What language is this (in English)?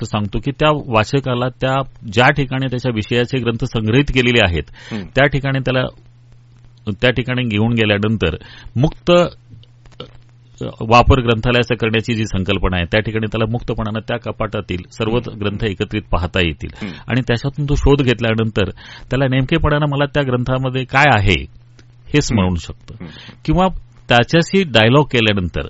Marathi